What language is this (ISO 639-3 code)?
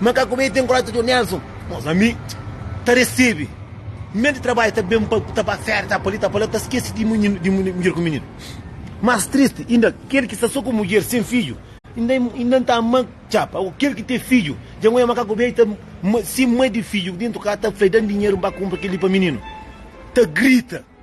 kea